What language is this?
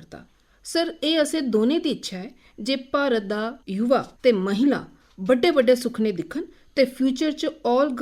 Dogri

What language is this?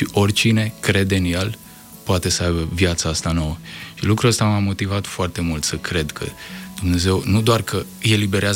Romanian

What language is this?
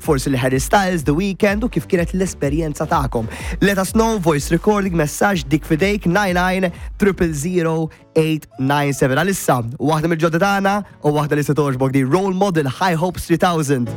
Maltese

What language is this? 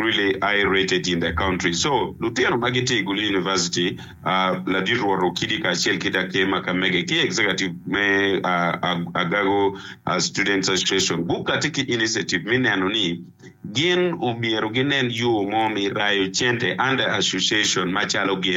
Acoli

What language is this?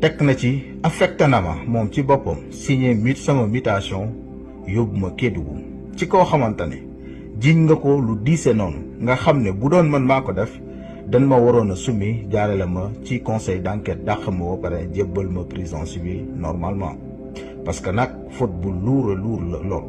Wolof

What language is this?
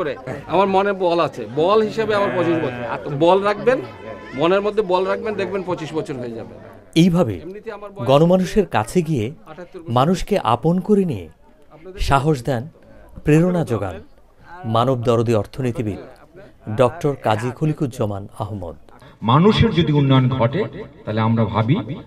Bangla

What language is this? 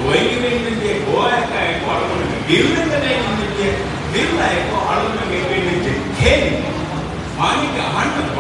Divehi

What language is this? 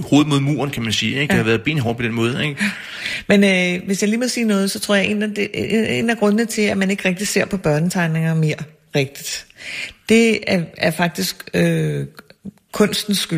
Danish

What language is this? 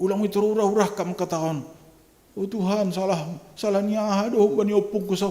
Batak Simalungun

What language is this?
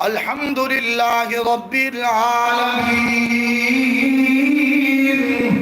Saraiki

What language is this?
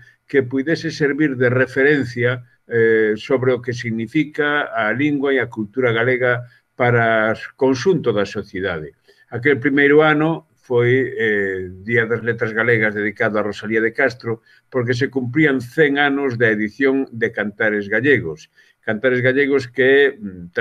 Galician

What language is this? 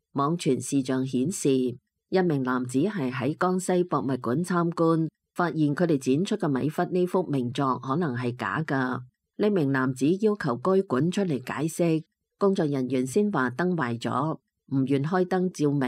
Cantonese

